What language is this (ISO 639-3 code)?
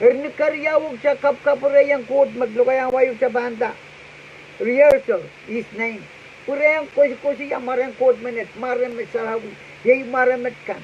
pon